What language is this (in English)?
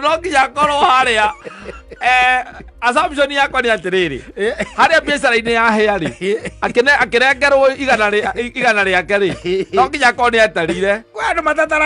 Kikuyu